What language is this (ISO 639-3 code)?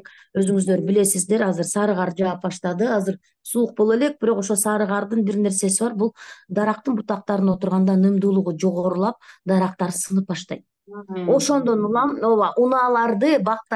kir